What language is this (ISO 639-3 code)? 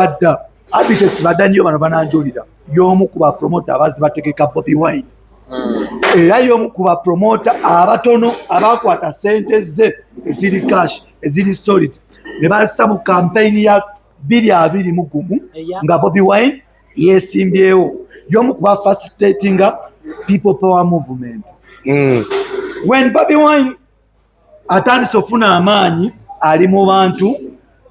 lug